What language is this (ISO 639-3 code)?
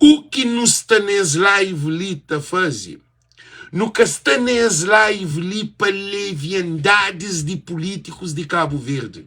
kea